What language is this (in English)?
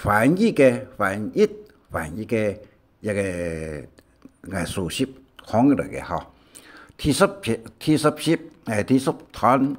Hakka Chinese